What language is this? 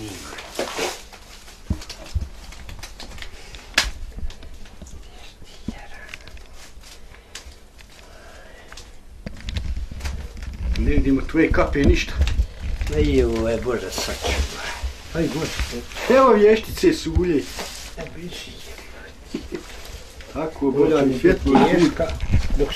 Bosnian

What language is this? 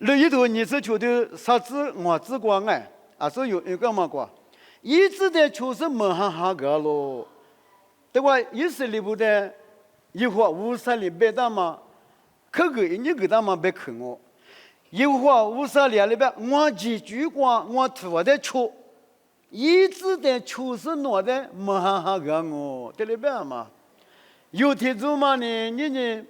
Lisu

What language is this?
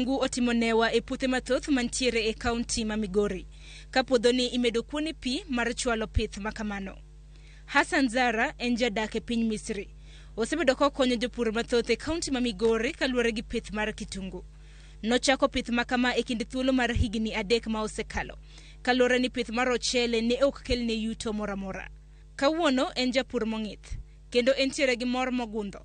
Luo (Kenya and Tanzania)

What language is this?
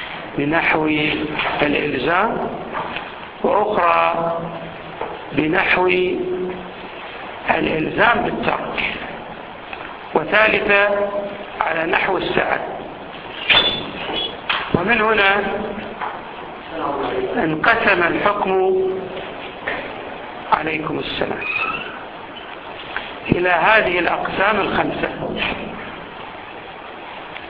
Arabic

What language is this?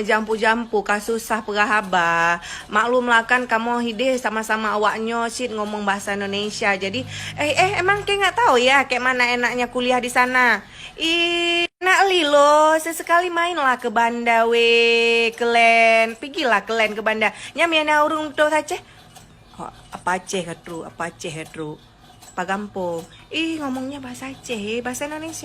Achinese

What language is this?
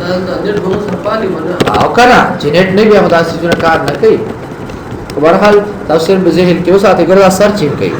Pashto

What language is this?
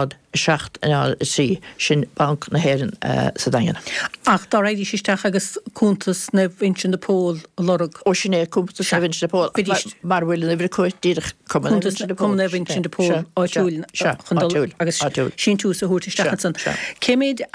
Irish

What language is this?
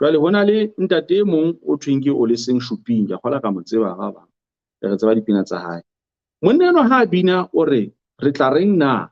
Southern Sotho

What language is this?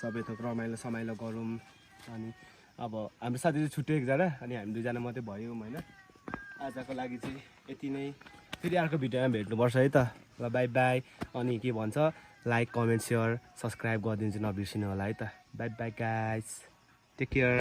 Nepali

